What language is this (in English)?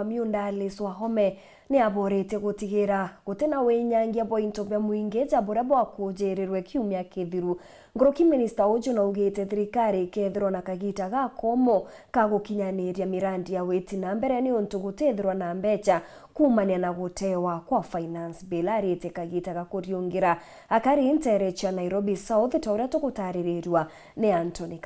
Meru